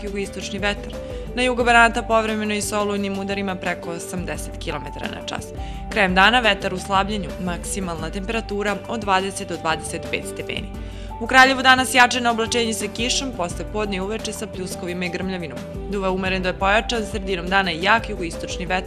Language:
Serbian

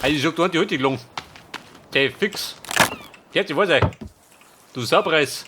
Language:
Bavarian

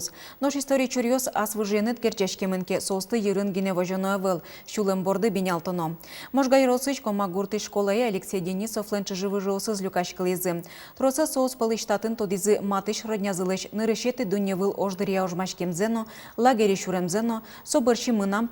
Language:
Udmurt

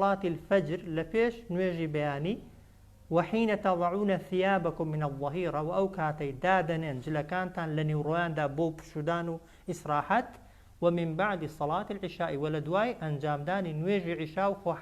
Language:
Central Kurdish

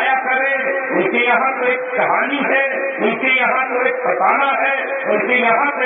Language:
Urdu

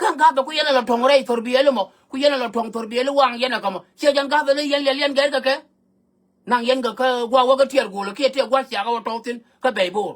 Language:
Nuer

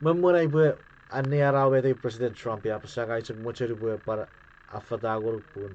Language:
Chuukese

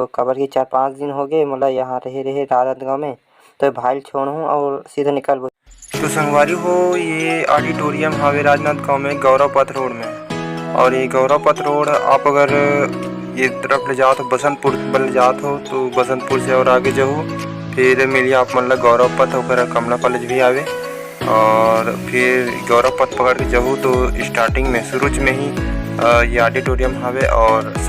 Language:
Chhattisgarhi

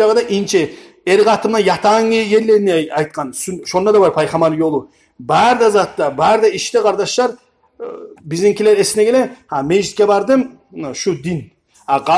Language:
Kumyk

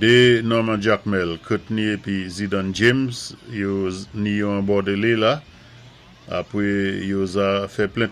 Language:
Saint Lucian Creole French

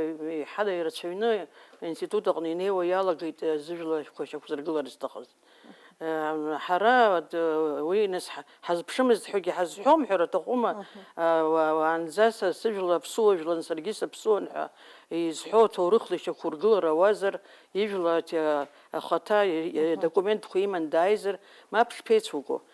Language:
Abkhazian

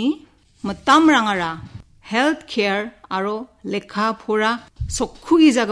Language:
Garo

